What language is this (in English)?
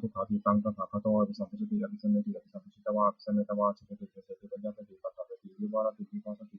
Pali